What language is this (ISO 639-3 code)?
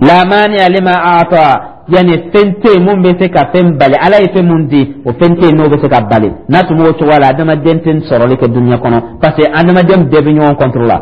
dyu